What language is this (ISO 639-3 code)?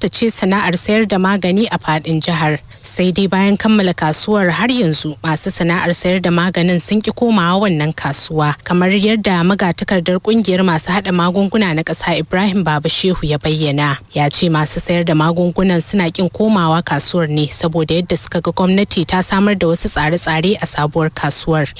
hau